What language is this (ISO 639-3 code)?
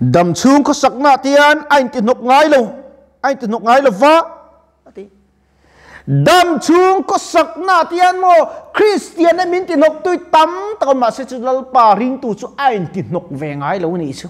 lus